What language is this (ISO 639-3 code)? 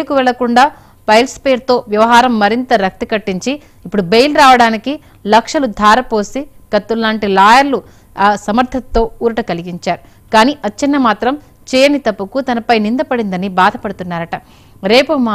tel